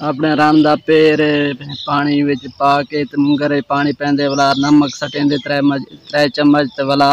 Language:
Saraiki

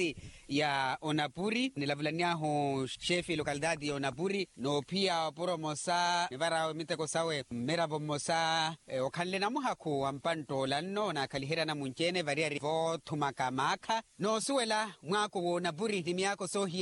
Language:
Makhuwa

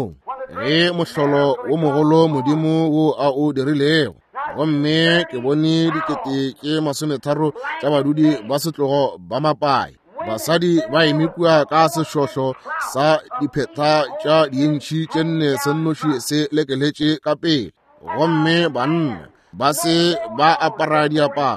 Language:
Northern Sotho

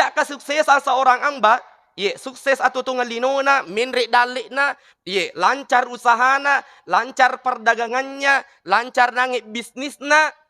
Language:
Buginese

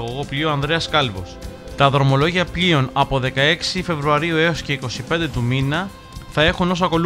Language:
Greek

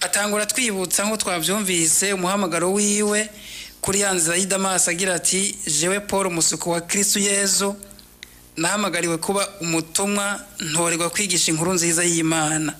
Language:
Rundi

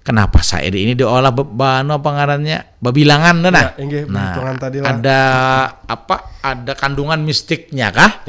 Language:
Banjar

